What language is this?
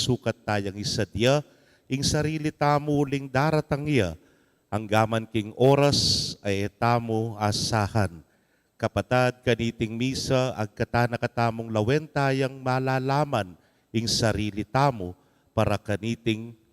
Pampanga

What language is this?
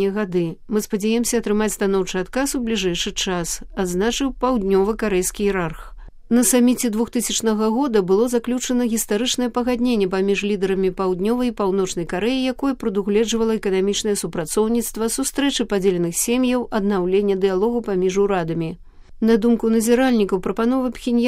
Belarusian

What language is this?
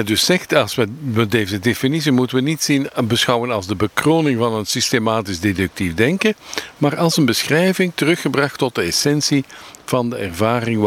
Dutch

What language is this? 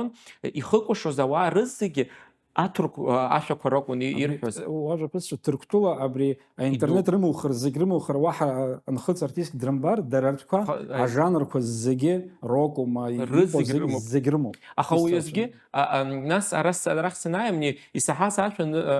Abkhazian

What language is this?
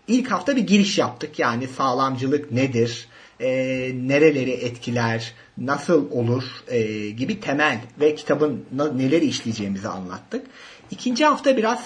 Turkish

